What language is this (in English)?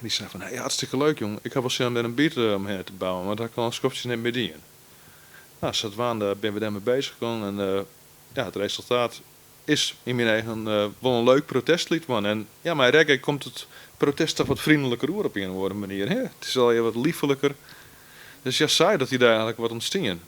Western Frisian